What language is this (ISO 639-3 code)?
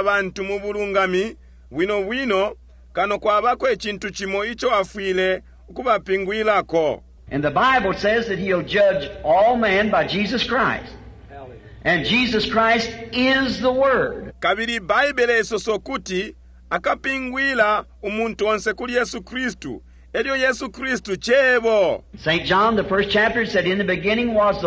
bem